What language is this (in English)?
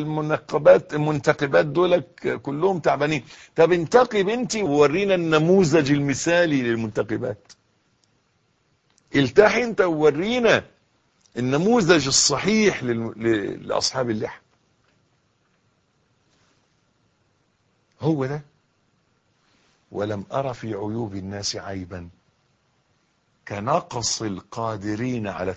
Egyptian Arabic